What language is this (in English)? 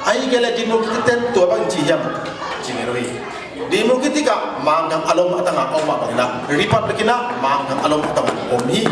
Tedim Chin